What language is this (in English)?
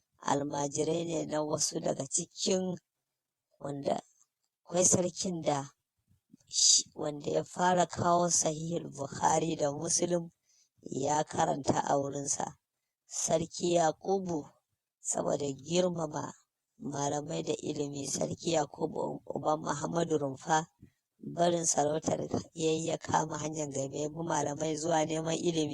Hausa